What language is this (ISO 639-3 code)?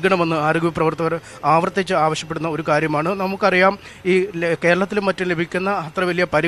mal